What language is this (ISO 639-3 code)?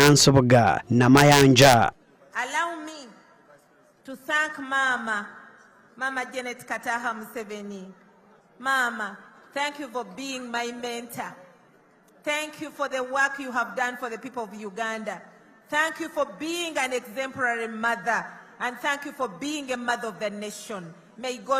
nyn